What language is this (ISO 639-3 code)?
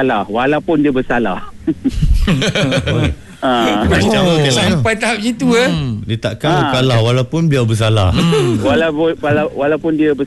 msa